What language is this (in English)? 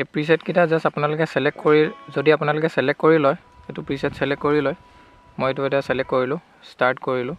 Assamese